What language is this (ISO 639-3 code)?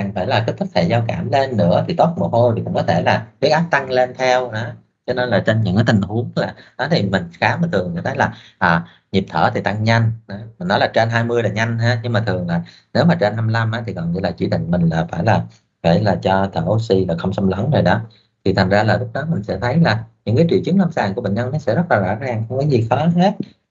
vie